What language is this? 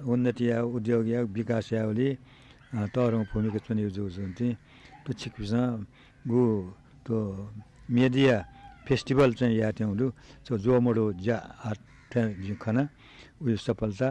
Newari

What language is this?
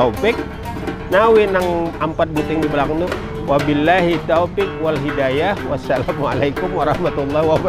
Banjar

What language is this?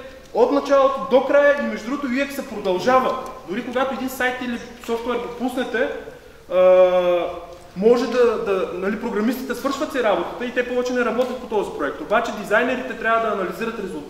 Bulgarian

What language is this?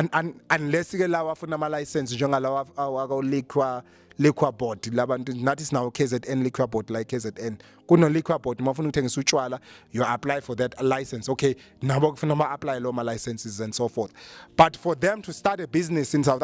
Zulu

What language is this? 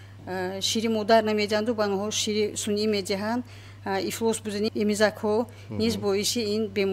Tajik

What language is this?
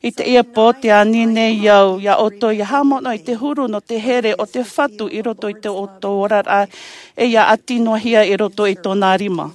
Tahitian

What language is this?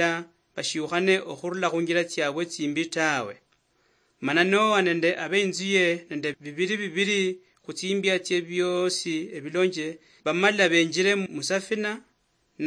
Luyia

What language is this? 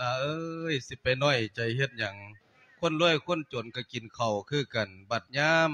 Lao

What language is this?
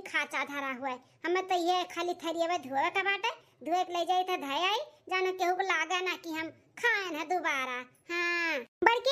Awadhi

